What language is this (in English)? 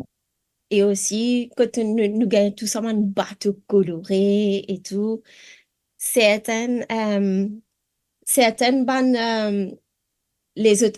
Morisyen